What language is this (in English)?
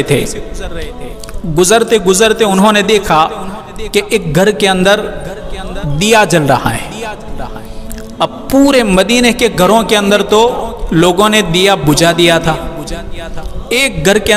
Urdu